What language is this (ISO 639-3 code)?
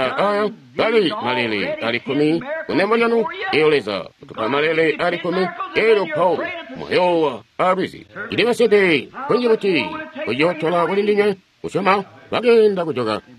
toi